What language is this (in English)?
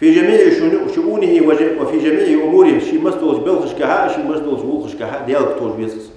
Ingush